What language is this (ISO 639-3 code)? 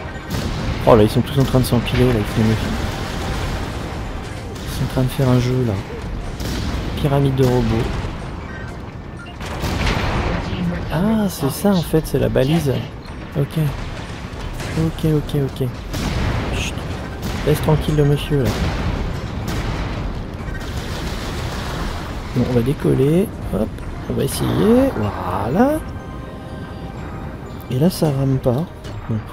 fra